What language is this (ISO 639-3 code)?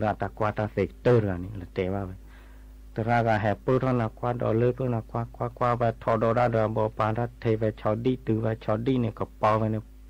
ksw